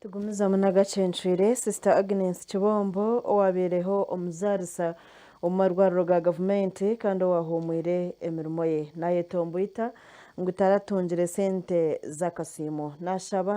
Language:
Nyankole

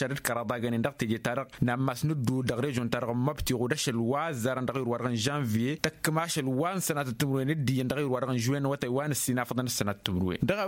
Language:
Tamasheq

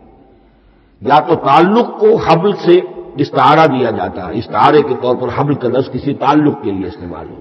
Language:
Urdu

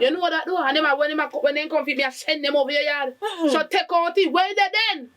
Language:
Jamaican Creole English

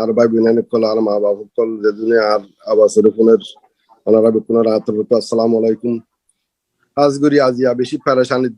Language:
Rohingya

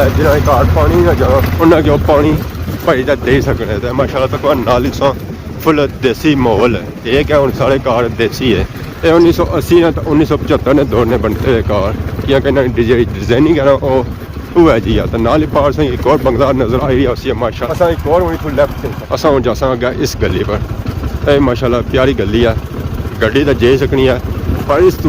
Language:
Pahari-Potwari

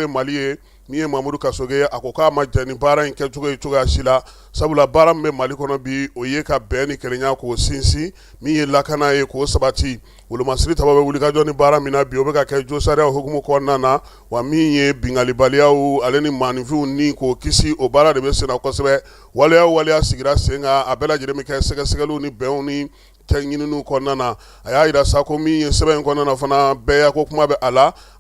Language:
Bambara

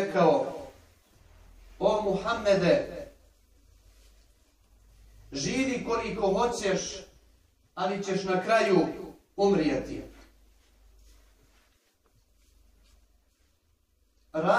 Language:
Bosnian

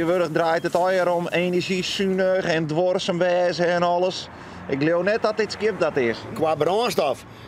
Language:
Western Frisian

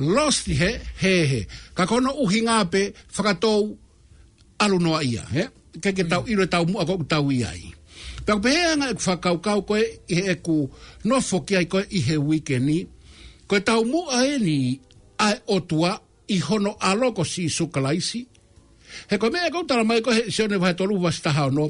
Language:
Tongan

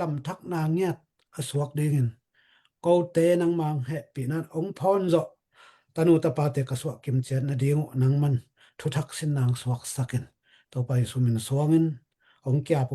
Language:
Tedim Chin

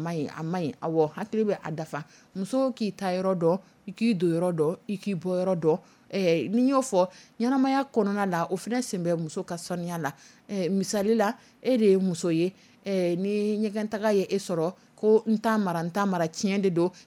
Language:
Dyula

